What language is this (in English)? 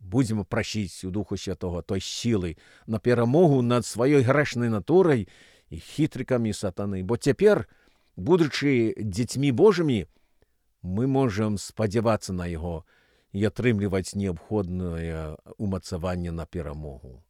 Belarusian